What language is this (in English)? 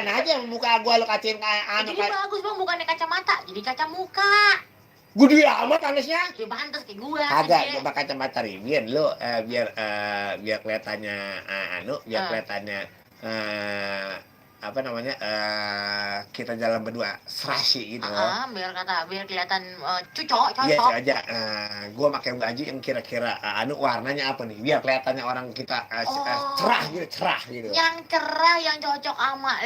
Betawi